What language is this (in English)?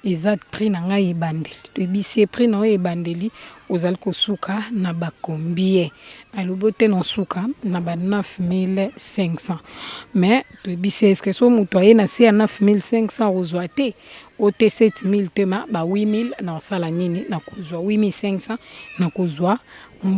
Lingala